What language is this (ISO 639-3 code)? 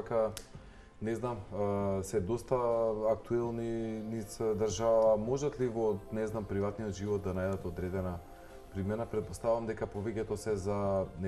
mkd